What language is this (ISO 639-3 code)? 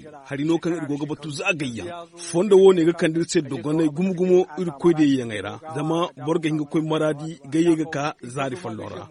dje